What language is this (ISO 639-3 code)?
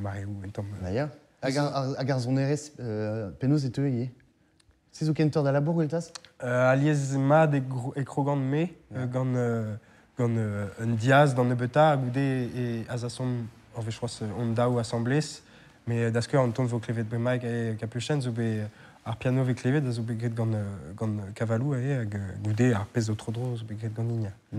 bre